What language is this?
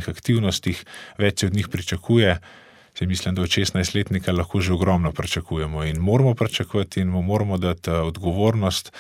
Slovenian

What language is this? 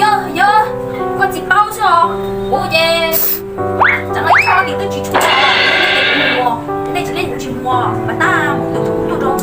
Hmong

